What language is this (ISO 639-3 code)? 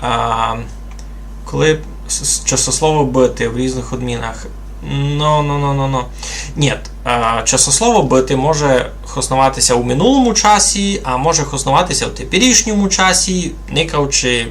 rue